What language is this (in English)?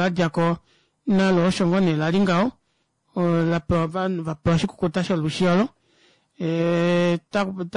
Kuanyama